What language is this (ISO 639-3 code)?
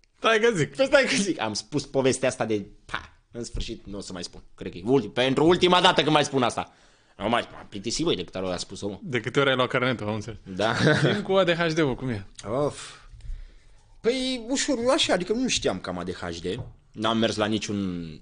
ron